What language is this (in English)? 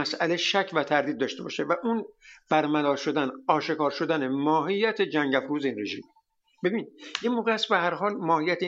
Persian